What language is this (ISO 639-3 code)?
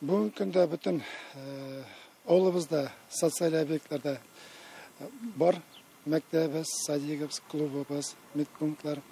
tat